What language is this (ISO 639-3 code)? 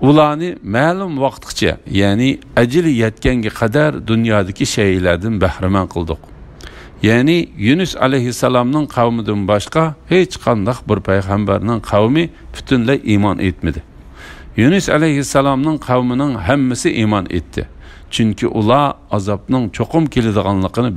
uig